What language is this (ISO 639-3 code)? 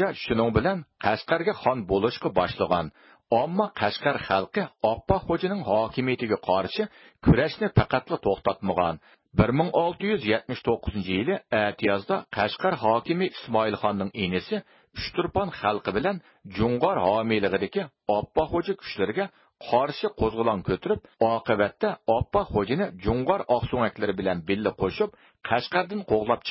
uig